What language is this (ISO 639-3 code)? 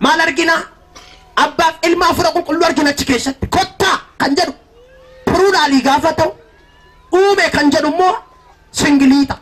orm